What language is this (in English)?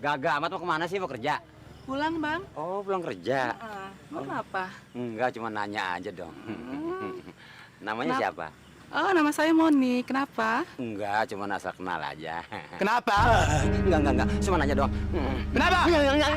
Betawi